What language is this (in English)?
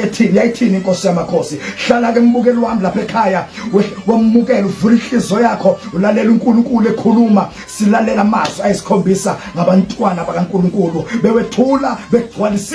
Zulu